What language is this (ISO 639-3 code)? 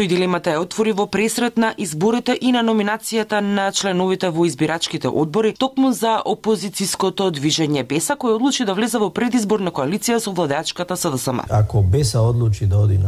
mkd